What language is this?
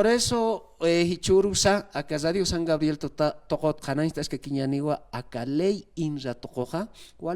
Aymara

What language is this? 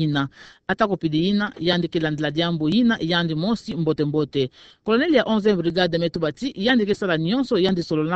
Kituba (Democratic Republic of Congo)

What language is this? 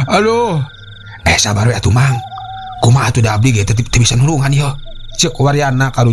Sundanese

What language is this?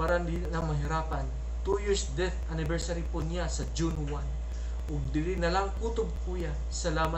Cebuano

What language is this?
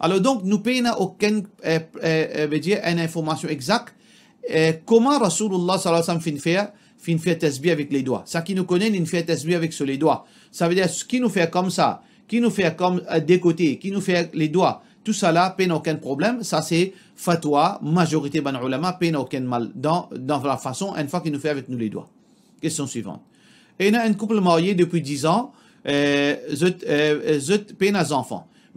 Morisyen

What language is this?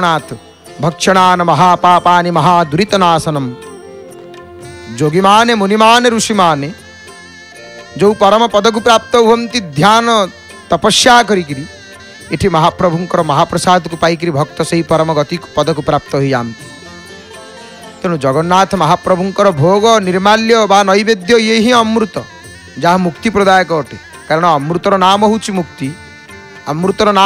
Odia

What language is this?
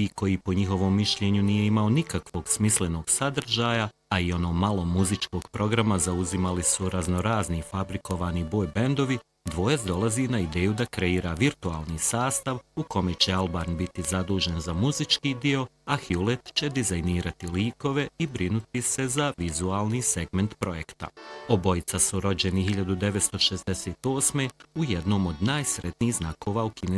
Bosnian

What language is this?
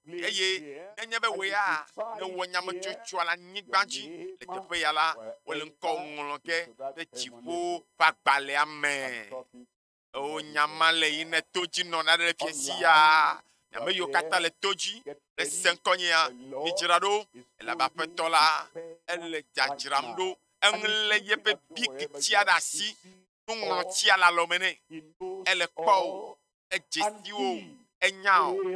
Ewe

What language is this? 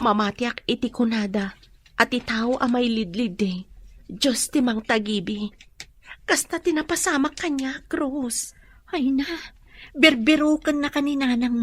Iloko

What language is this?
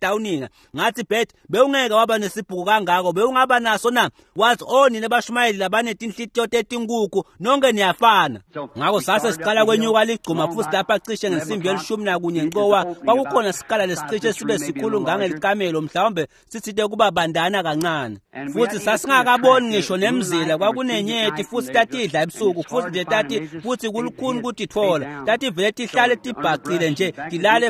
Swati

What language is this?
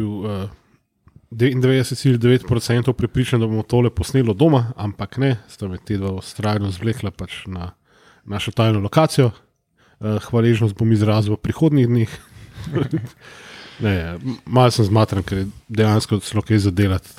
Slovenian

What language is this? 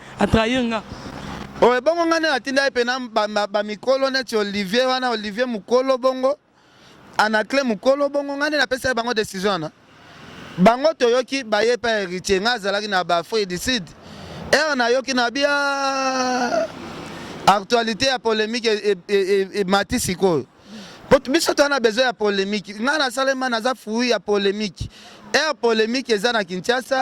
Lingala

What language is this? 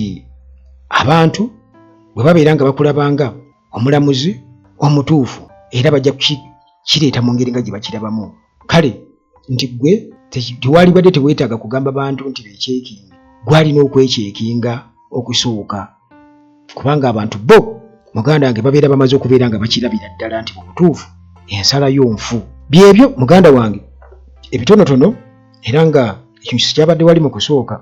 Ganda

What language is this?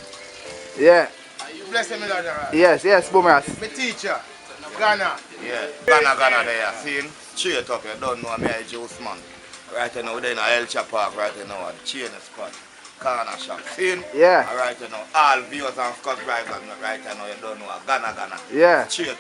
Jamaican Creole English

